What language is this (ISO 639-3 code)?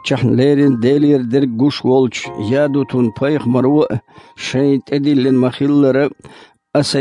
che